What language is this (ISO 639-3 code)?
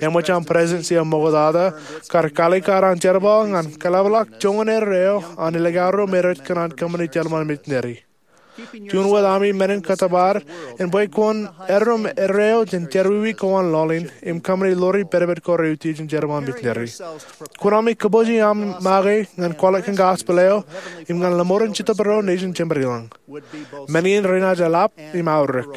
mah